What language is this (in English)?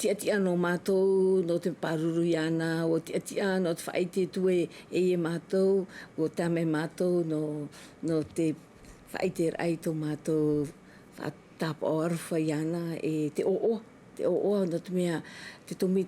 Tahitian